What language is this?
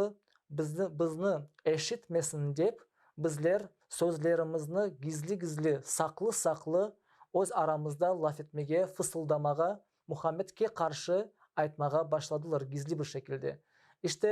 Crimean Tatar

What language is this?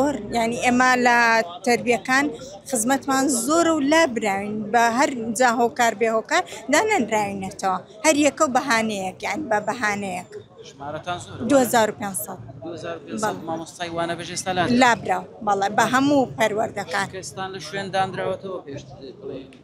Central Kurdish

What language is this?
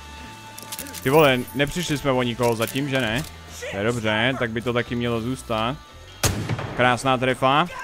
Czech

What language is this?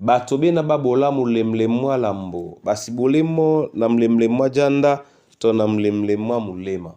Duala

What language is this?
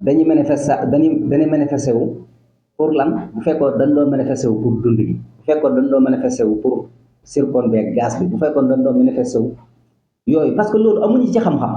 Wolof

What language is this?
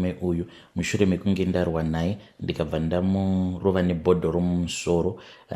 Shona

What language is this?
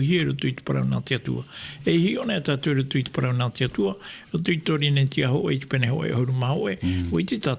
Tahitian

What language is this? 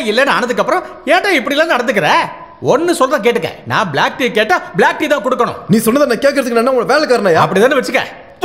Tamil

